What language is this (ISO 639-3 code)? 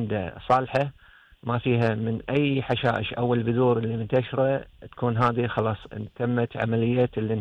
afb